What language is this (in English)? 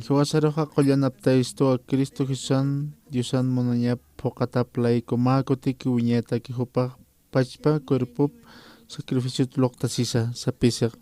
Aymara